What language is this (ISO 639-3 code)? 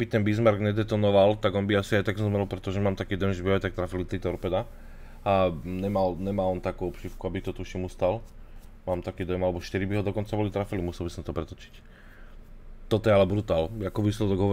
slk